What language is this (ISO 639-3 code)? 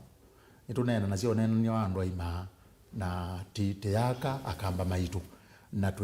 kam